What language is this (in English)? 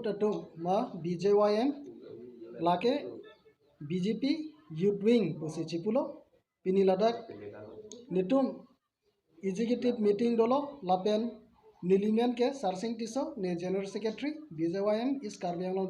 Karbi